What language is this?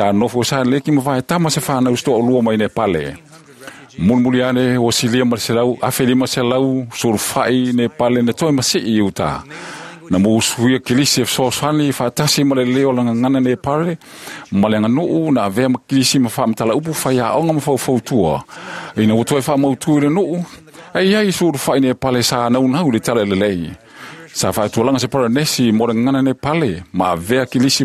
Samoan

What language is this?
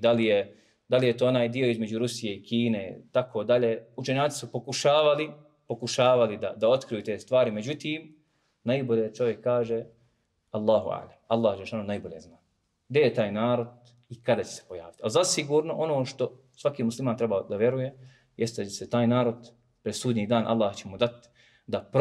Bosnian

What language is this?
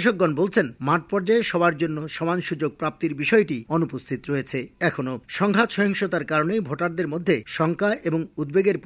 Bangla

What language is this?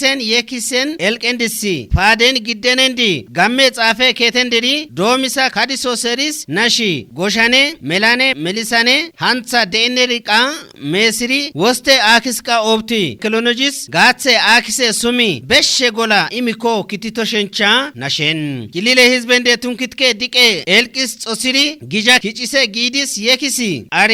Kafa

